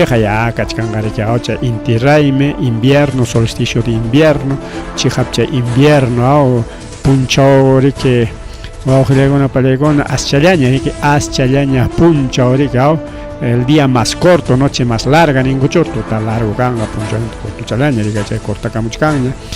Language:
Ayacucho Quechua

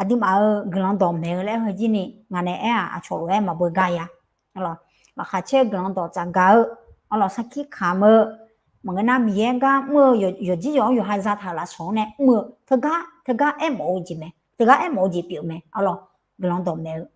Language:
Akha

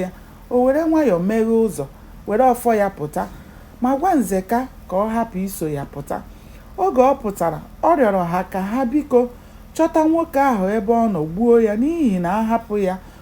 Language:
Igbo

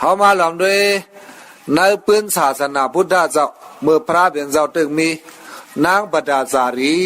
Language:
Shan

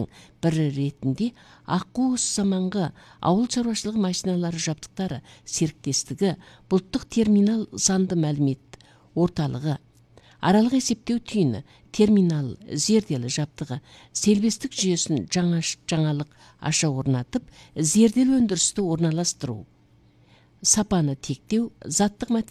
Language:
Kazakh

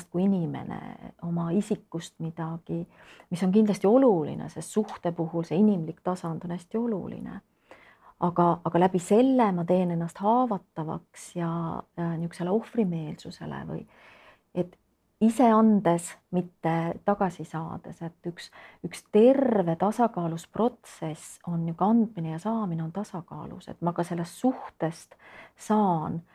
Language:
Estonian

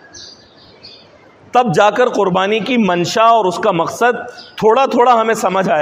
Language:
Urdu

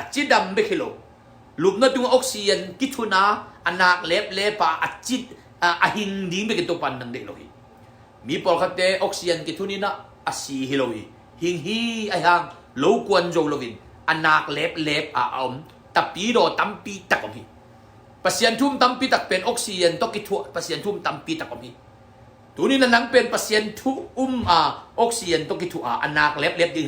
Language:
Tedim Chin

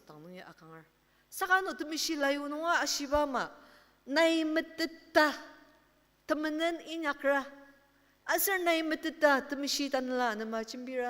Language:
Ao Naga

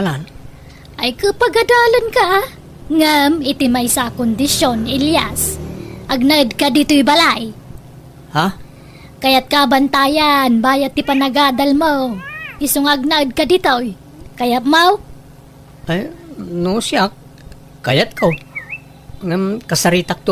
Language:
Iloko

